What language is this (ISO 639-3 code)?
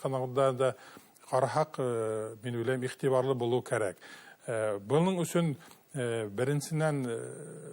bak